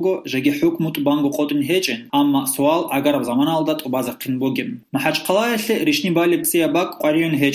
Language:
Avaric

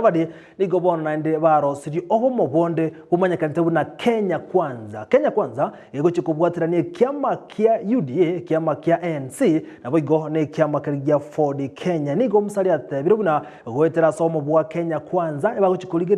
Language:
Gusii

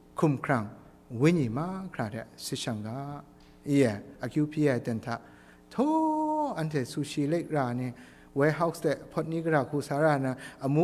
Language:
Kachin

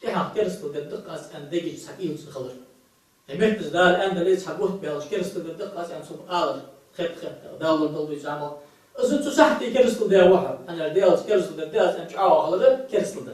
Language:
Ingush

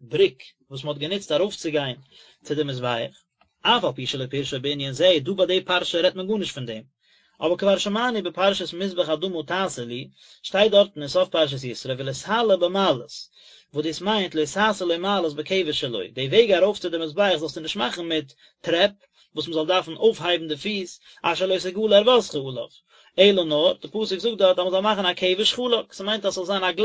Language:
Yiddish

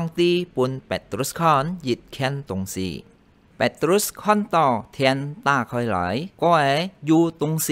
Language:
Hakka Chinese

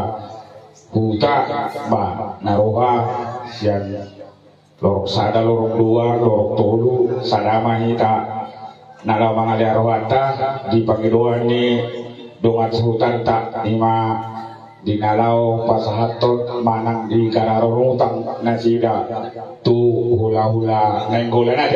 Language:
Batak Toba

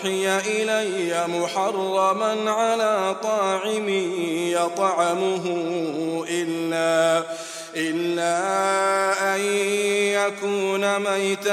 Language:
Arabic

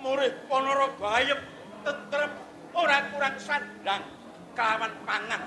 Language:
Javanese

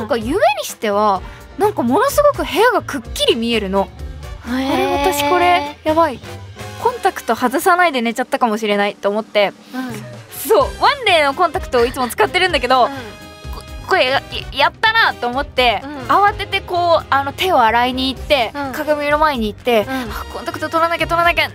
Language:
Japanese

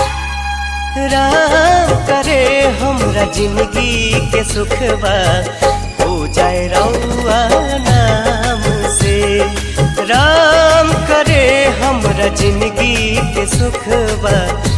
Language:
Bhojpuri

